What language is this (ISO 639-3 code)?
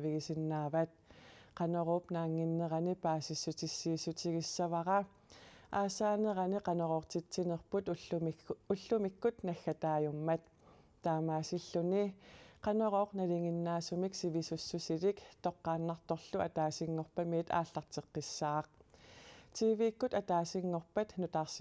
kal